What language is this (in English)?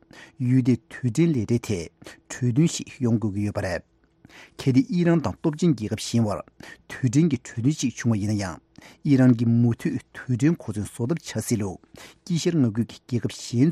Tibetan